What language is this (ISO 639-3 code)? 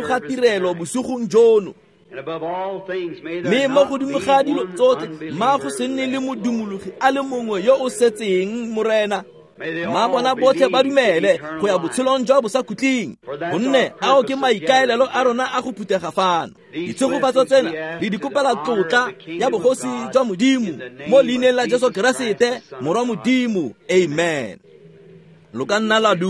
tsn